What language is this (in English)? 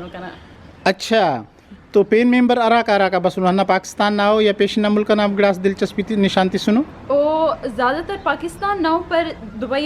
Brahui